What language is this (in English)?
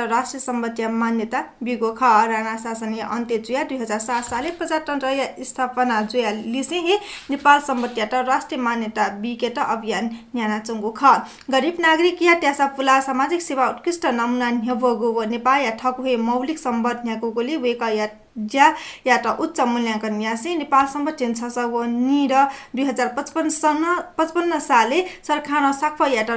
Newari